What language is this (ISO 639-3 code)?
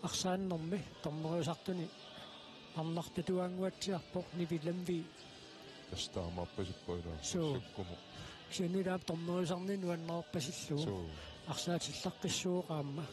kal